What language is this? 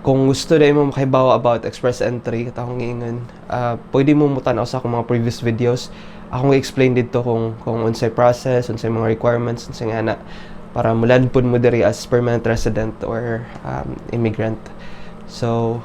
Cebuano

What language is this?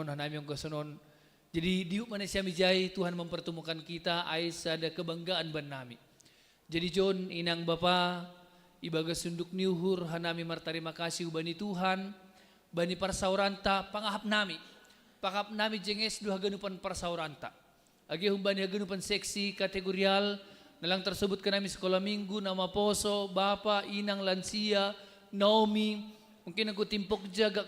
Batak Simalungun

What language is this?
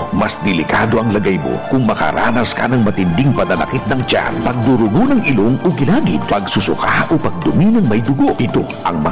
Filipino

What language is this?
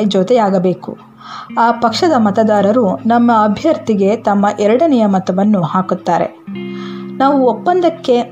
Kannada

